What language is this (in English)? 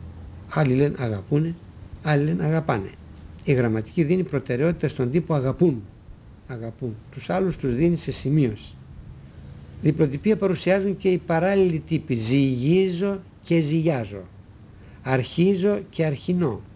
Greek